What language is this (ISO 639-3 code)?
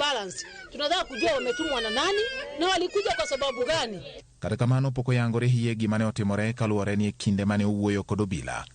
luo